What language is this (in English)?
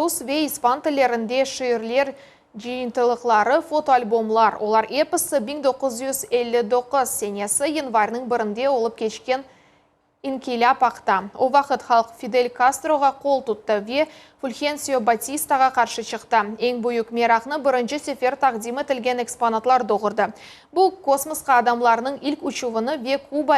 Crimean Tatar